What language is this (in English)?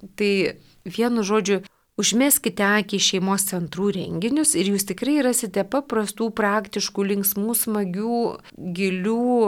Lithuanian